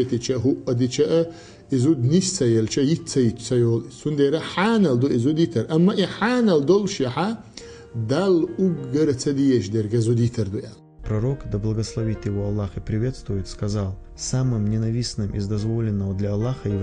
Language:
Chechen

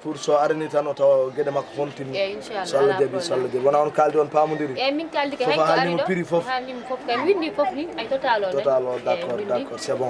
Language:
Fula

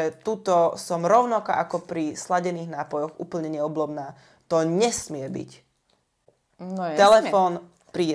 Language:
Slovak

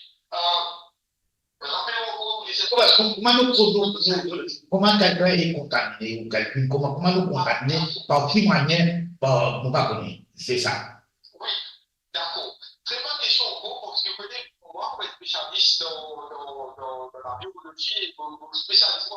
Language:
Morisyen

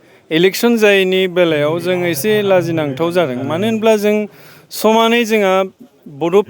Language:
Bodo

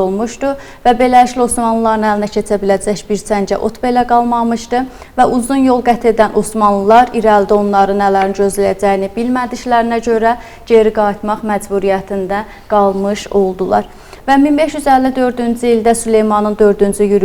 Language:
Azerbaijani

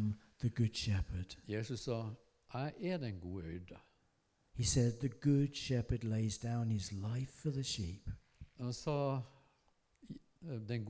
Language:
Norwegian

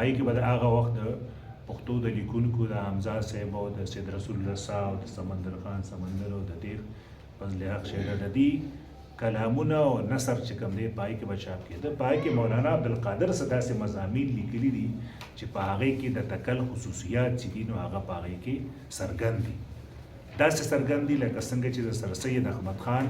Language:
Pashto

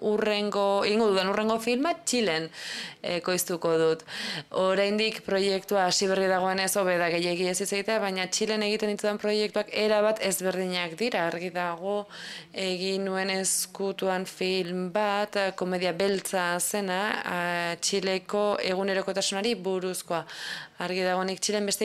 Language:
Basque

